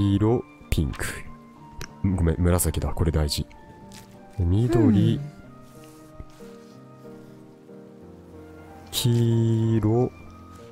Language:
Japanese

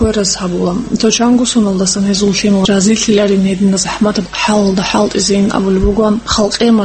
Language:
Avaric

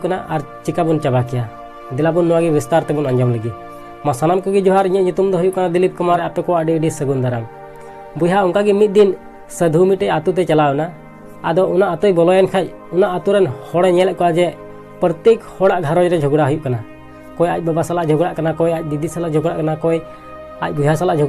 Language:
Santali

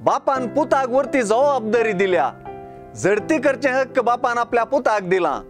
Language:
Konkani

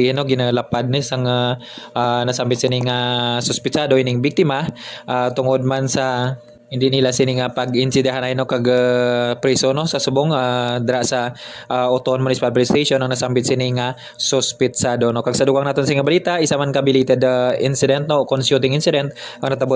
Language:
Hiligaynon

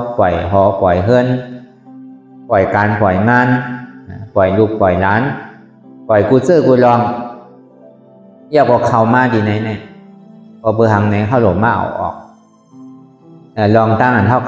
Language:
Shan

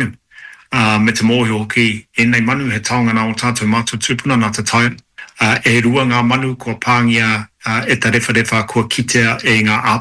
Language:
Māori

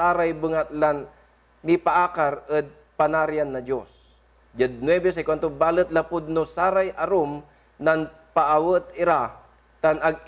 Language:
Pangasinan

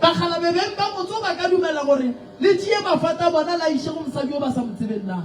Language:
Northern Sotho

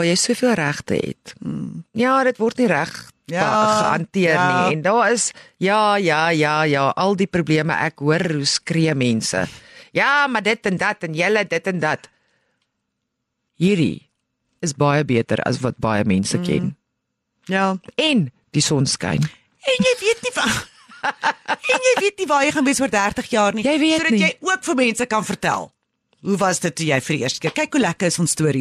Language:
Afrikaans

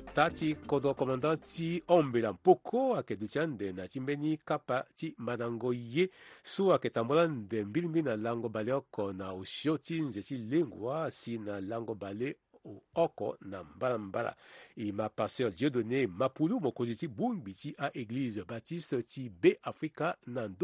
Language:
Sango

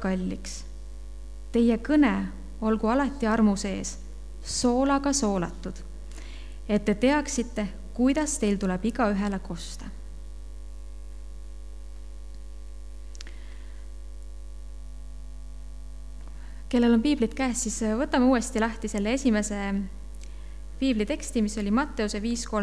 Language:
Estonian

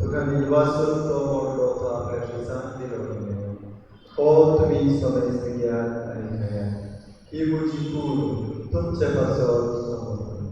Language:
Konkani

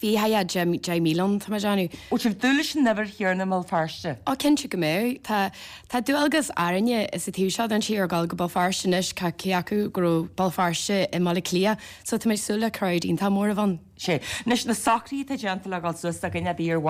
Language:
Irish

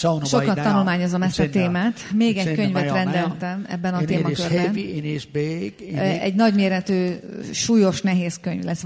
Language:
Hungarian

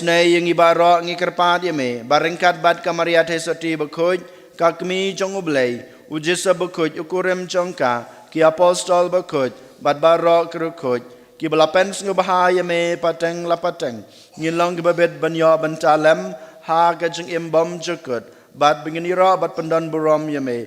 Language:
Khasi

